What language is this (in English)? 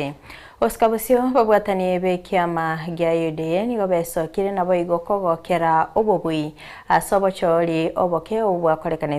Gusii